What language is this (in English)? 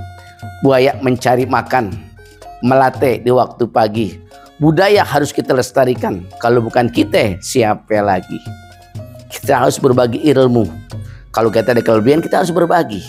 Betawi